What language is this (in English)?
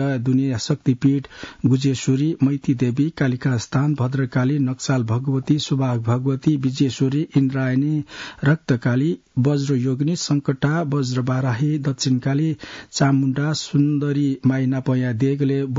Newari